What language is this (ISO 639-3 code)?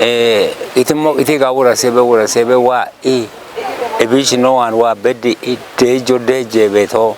kbr